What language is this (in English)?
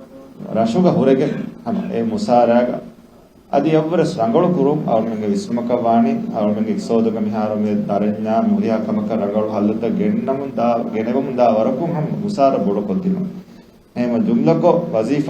Divehi